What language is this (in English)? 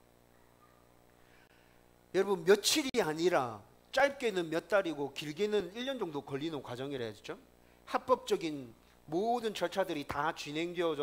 Korean